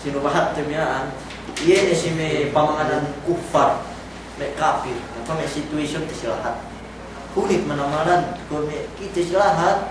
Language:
Yakan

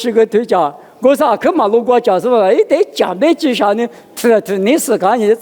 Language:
Lisu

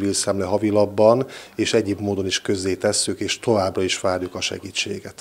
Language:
Hungarian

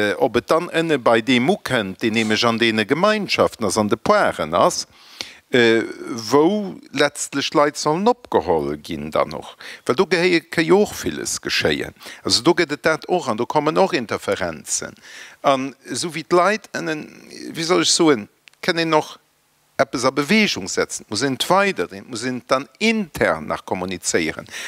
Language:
Luxembourgish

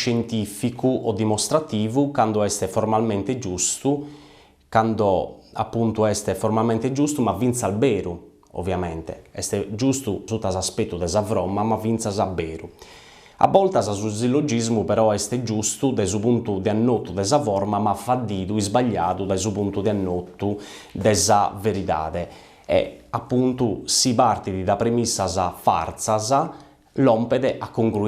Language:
Sardinian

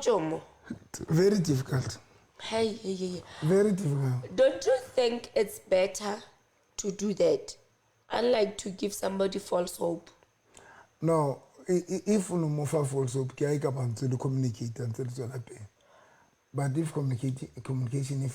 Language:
Southern Sotho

